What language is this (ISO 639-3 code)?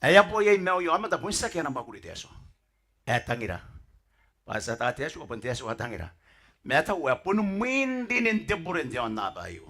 gil